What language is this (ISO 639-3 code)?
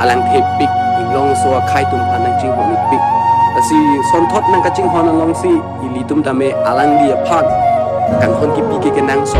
mjw